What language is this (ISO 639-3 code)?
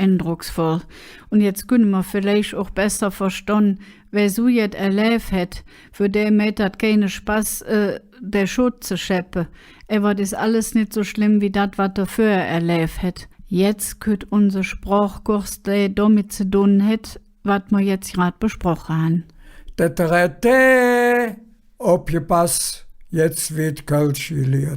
ksh